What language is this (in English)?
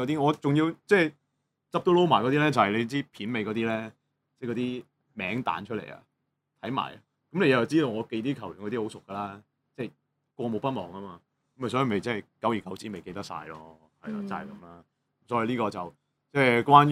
Cantonese